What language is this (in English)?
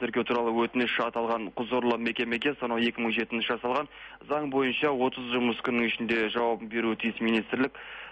Kazakh